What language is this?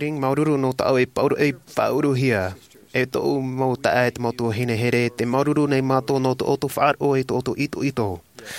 Tahitian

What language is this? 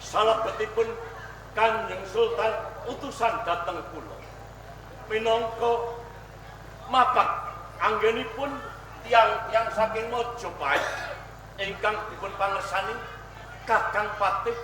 Javanese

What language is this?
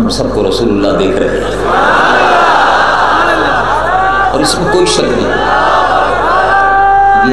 Urdu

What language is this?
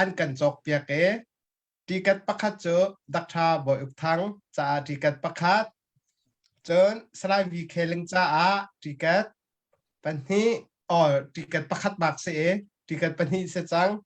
Hakha Chin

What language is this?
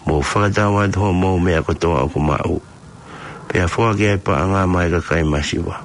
Tongan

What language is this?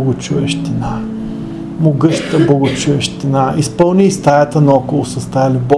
Bulgarian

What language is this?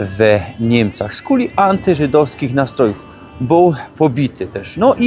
Silesian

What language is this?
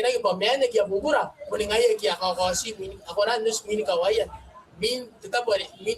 Gilbertese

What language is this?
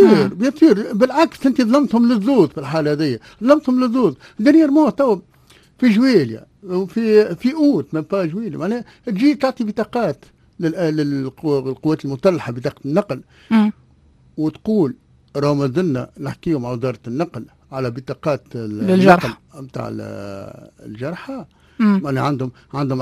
Tunisian Arabic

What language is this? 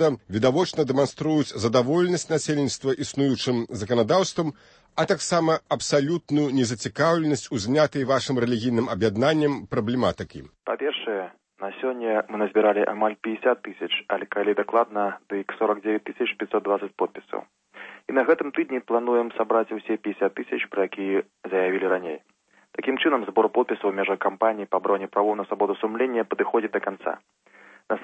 Belarusian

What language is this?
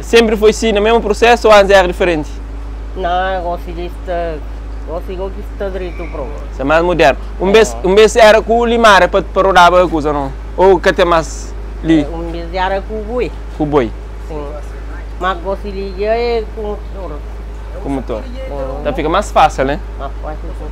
Kabuverdianu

